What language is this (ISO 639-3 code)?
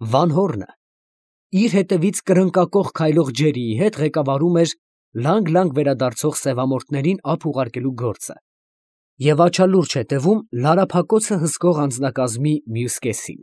hye